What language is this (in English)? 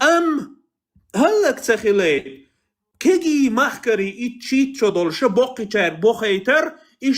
Chechen